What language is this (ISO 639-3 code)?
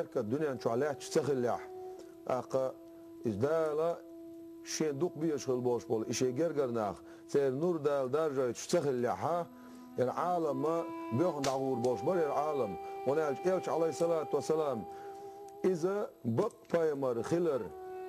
che